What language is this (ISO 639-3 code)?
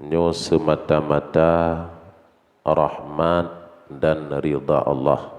ace